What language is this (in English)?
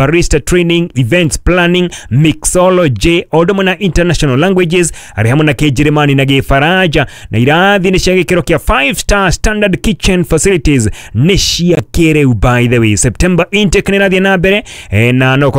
Kikuyu